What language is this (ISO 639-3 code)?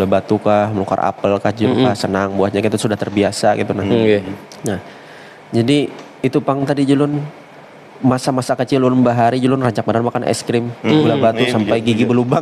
bjn